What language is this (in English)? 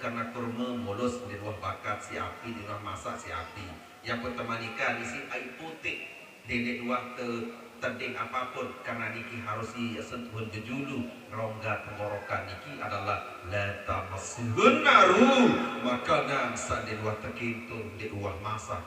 Sasak